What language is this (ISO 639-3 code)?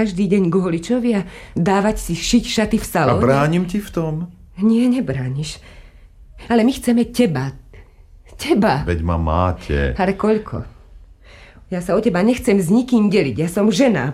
slk